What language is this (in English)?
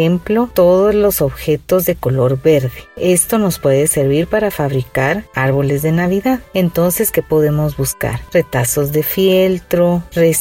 Spanish